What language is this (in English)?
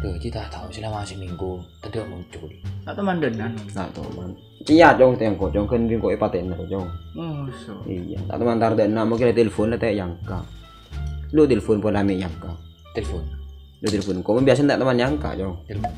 Madurese